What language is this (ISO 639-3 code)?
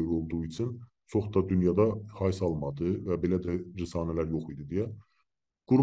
azb